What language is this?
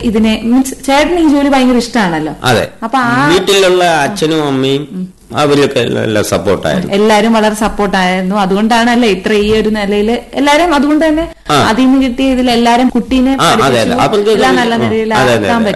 Malayalam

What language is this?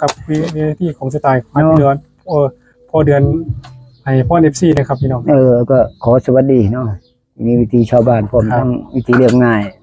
Northeastern Thai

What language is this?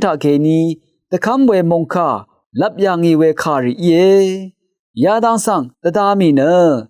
Rawang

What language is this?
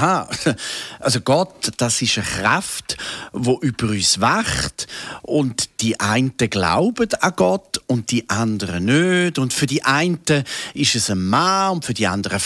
Swiss German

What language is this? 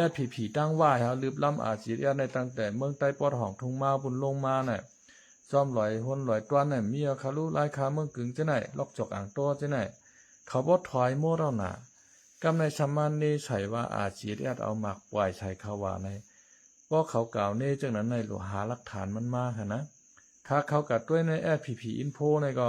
Shan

